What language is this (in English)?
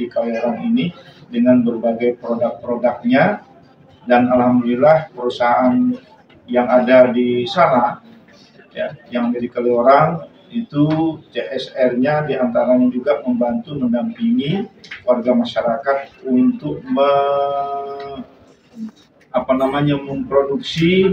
Indonesian